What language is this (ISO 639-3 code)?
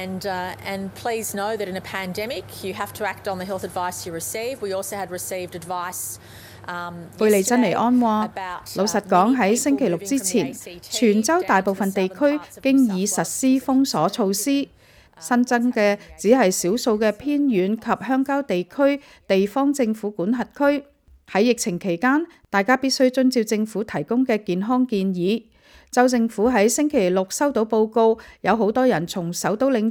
yue